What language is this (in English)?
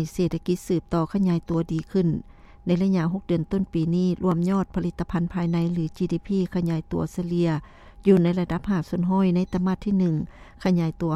Lao